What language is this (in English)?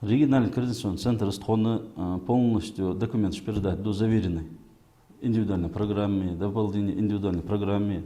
Ingush